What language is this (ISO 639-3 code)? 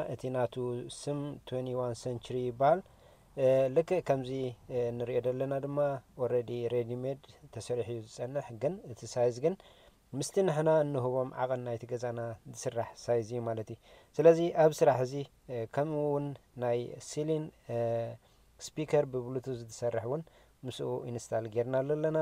tir